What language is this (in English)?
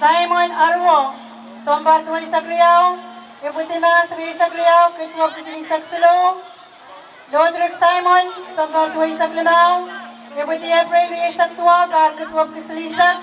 Pohnpeian